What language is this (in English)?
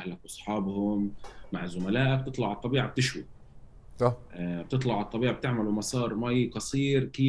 North Levantine Arabic